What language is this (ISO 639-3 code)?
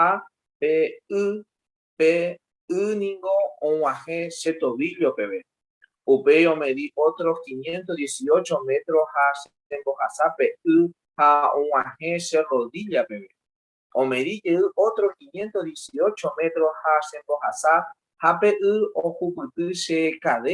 grn